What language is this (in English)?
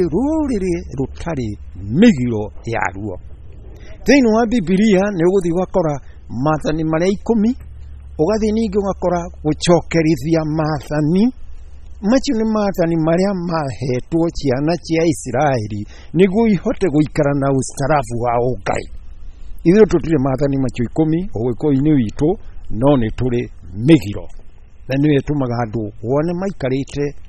Kikuyu